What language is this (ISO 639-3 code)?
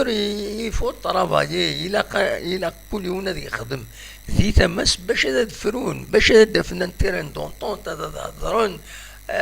kab